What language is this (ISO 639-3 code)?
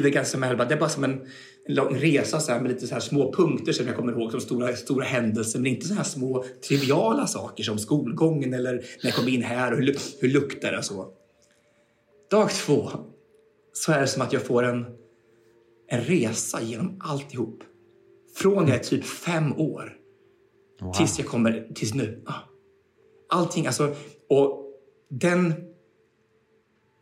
swe